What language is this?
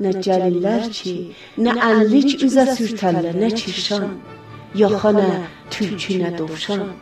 South Azerbaijani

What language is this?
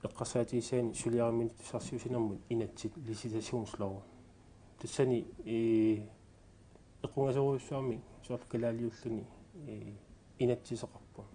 Kalaallisut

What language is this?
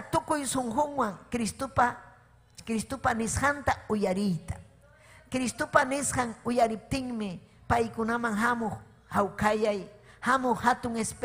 Ayacucho Quechua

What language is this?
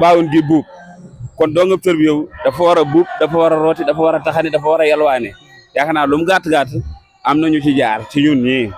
Wolof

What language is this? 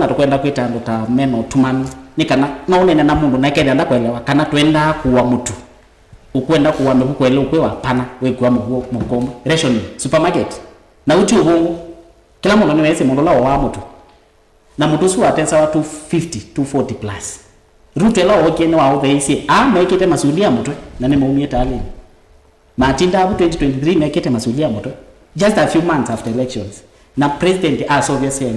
Kamba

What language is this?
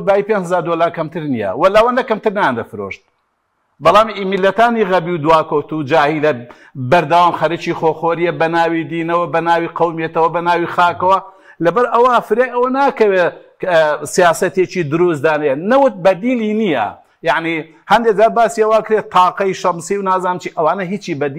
Central Kurdish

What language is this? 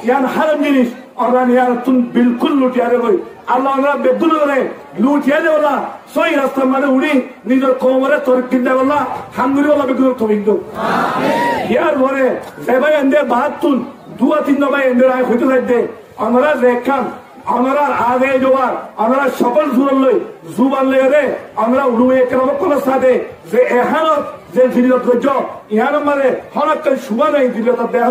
Rohingya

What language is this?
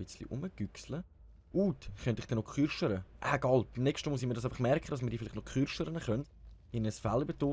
Swiss German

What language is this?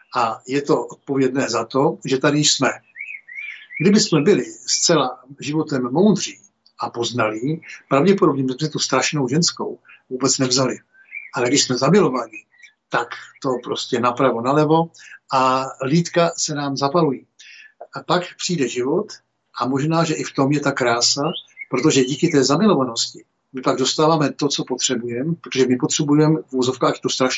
Czech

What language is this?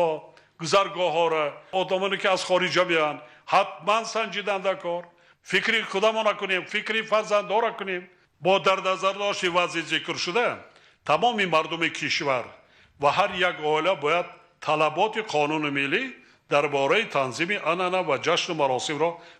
Tajik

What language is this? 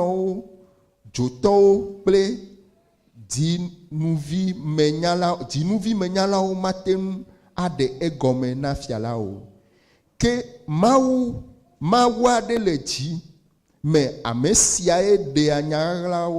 Ewe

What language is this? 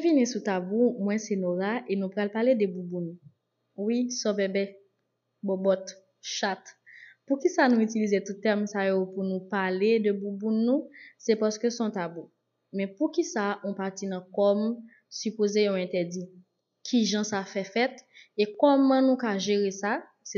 Haitian Creole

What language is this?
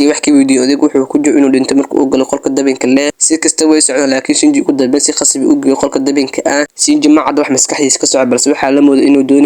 Somali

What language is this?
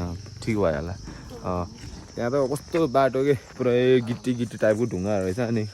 Nepali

